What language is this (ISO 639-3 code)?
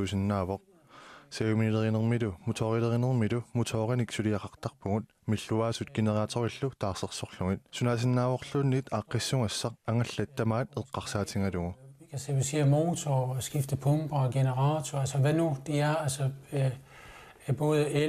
kal